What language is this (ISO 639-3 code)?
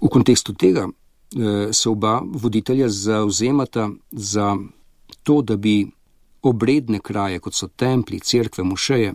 slv